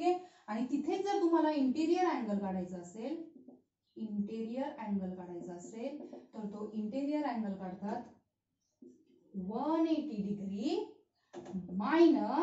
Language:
Marathi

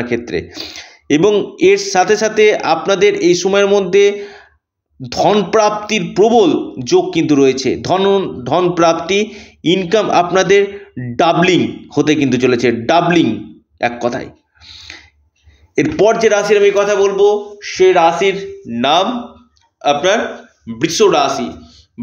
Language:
Bangla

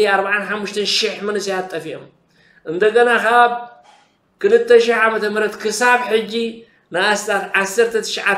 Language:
Tigrinya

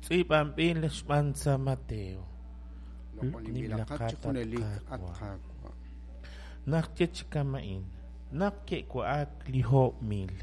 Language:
Kekchí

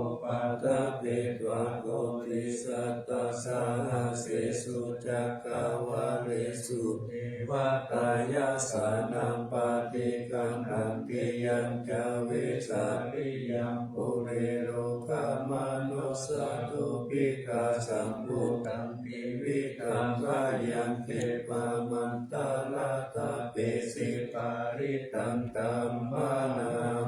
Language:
Pali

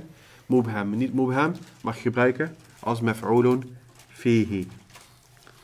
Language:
Dutch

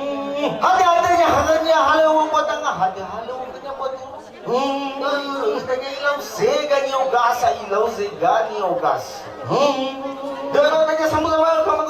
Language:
Nias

